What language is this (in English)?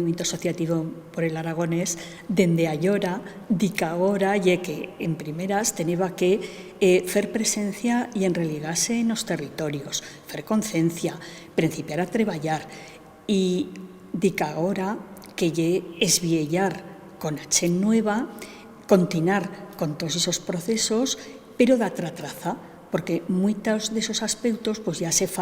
Aragonese